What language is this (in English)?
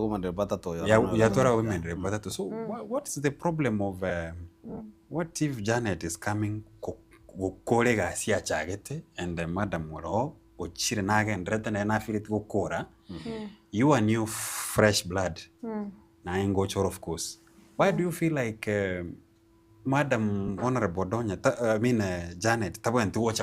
Gusii